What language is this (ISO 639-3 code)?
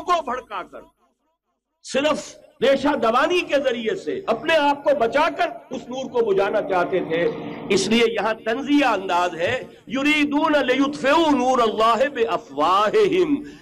urd